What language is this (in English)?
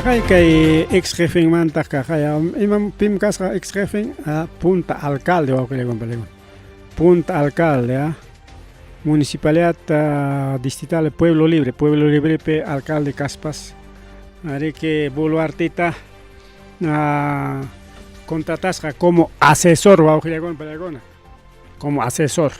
Ayacucho Quechua